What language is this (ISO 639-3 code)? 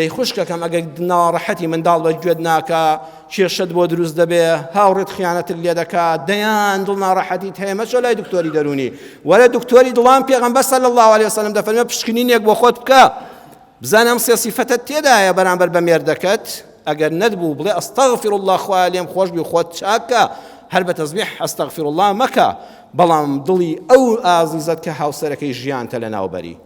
ckb